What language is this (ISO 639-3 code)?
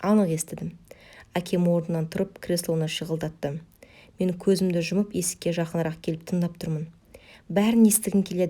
kaz